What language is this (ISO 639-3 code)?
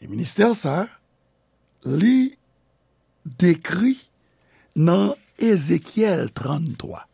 hat